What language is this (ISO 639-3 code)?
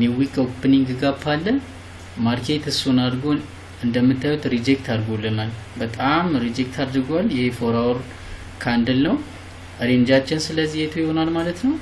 amh